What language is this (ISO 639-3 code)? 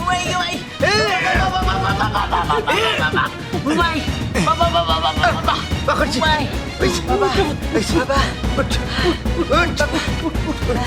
syl